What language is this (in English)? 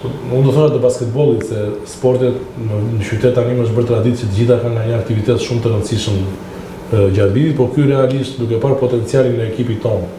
Albanian